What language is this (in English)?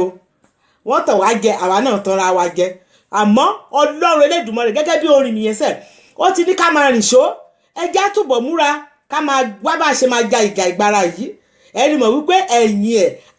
Yoruba